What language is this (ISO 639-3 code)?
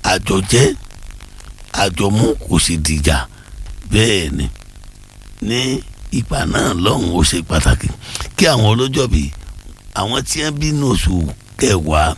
yor